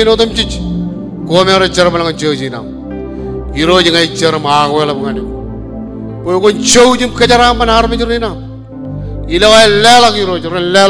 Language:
Marshallese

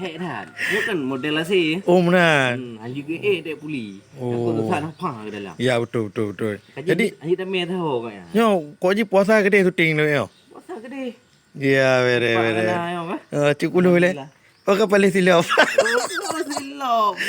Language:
Achinese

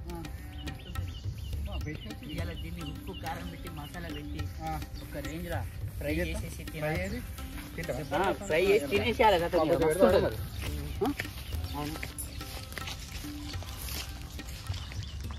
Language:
Telugu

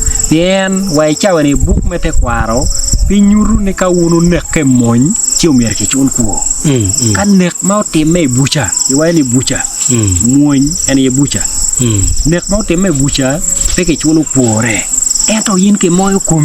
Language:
Acoli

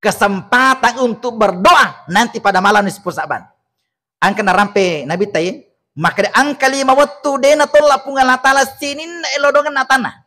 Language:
Buginese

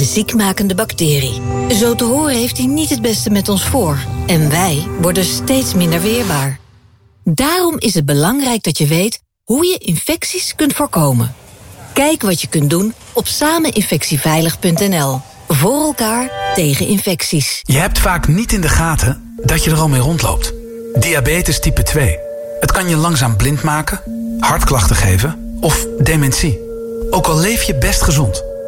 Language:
Dutch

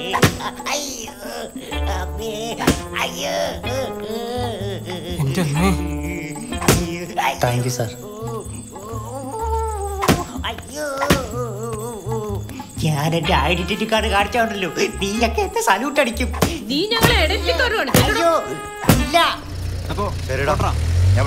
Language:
Malayalam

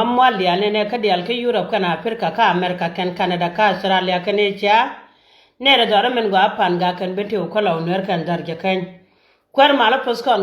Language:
Nuer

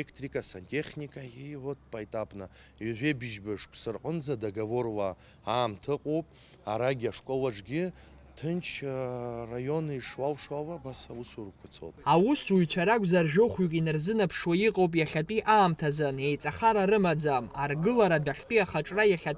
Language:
Abkhazian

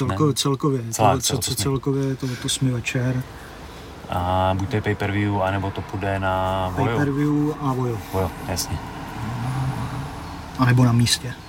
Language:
Czech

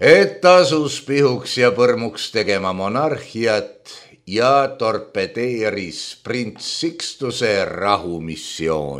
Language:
Estonian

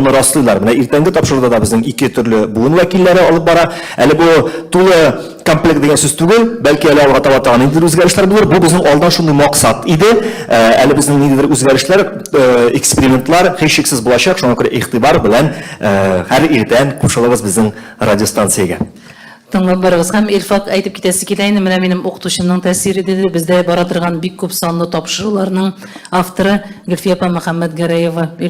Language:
Tatar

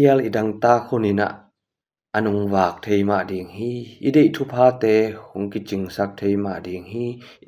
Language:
Tedim Chin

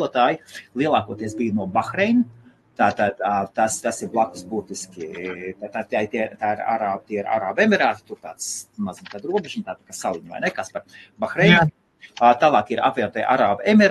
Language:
Latvian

